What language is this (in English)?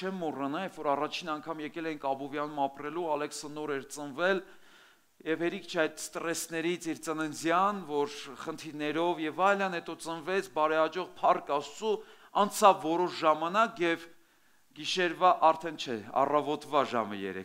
Armenian